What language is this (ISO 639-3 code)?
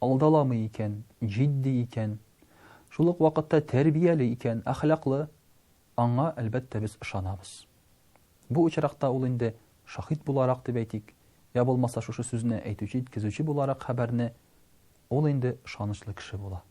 tat